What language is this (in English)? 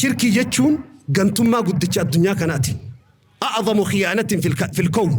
Oromo